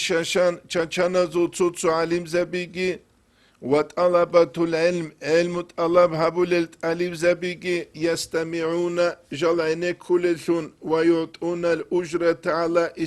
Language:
Avaric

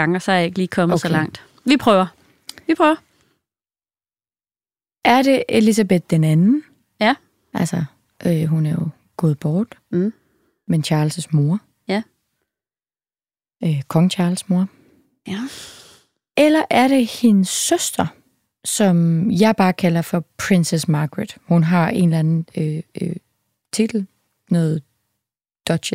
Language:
Danish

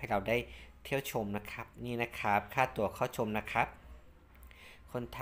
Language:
Thai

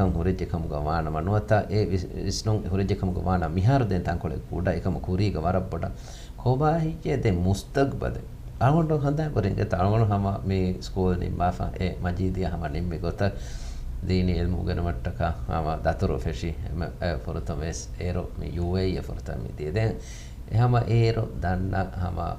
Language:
Divehi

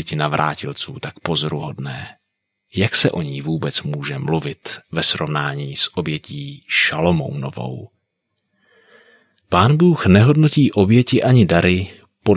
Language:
Czech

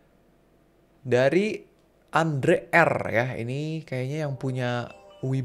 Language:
Indonesian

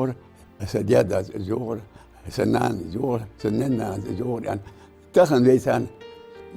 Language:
Ingush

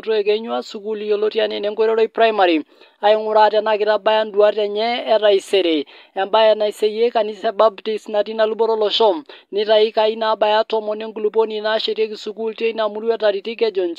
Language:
Masai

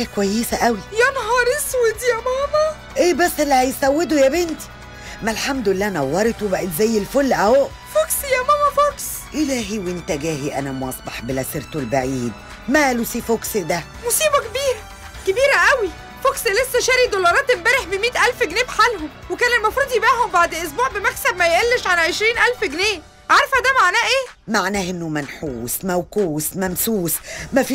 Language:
Egyptian Arabic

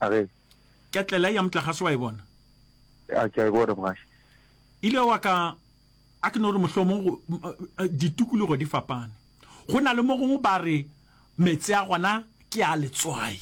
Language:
Northern Sotho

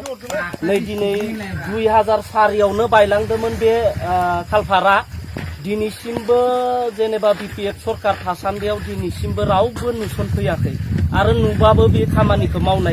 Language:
Bodo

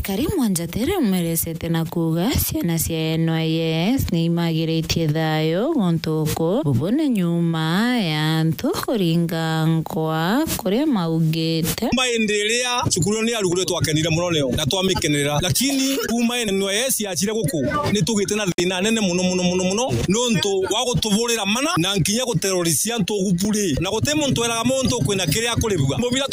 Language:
Meru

